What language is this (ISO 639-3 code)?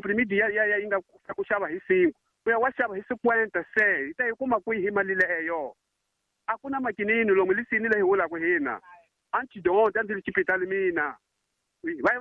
tso